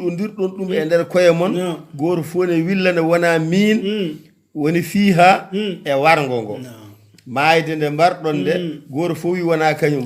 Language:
Fula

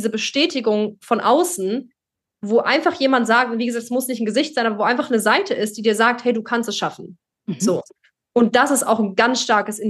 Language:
German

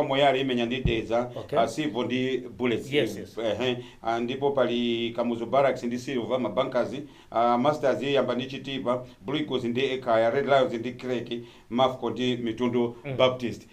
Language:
Nyanja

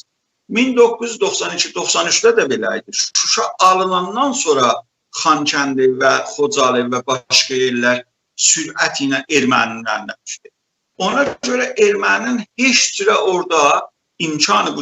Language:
South Azerbaijani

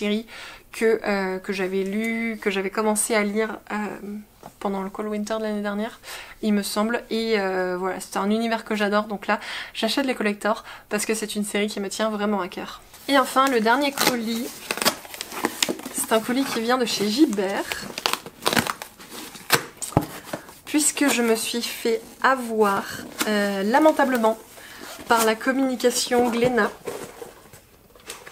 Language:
French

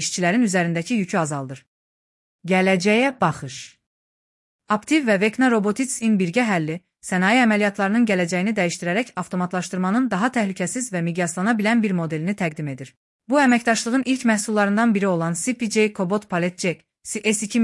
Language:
Azerbaijani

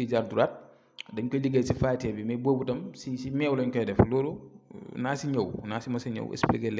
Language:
Wolof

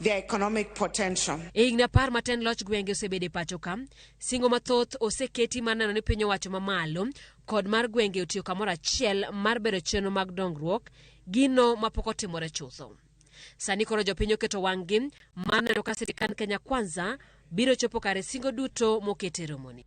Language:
Luo (Kenya and Tanzania)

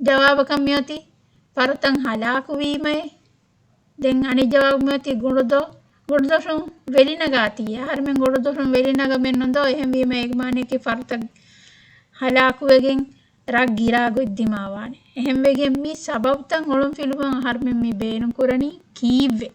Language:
Divehi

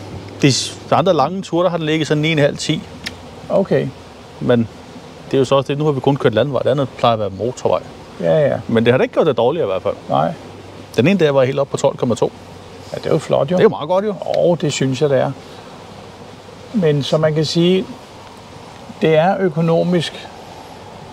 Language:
Danish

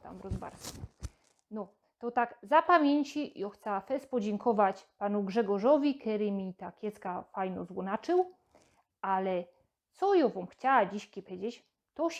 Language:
Silesian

